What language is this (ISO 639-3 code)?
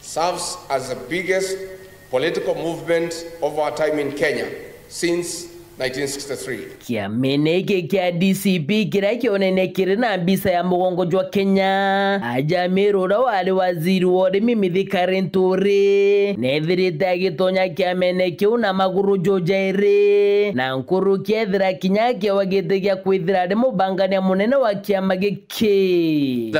mer